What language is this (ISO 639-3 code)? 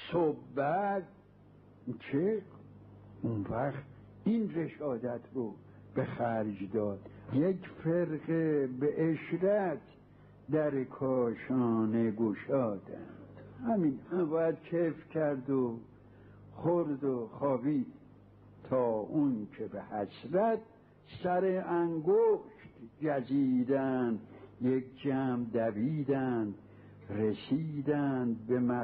fas